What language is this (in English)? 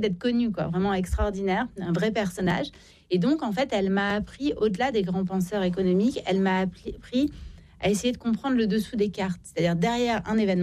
French